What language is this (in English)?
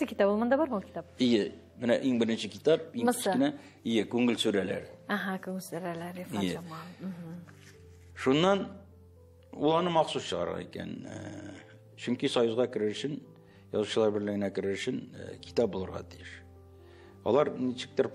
Tatar